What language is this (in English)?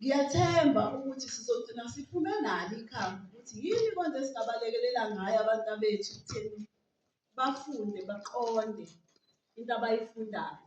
Zulu